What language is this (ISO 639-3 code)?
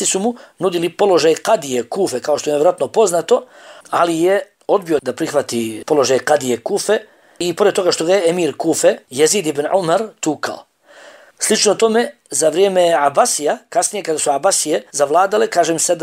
bos